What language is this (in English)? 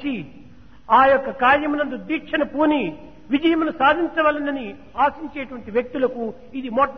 Telugu